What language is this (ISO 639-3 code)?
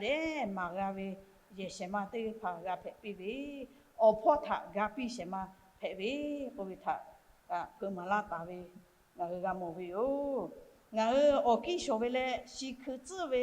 lhu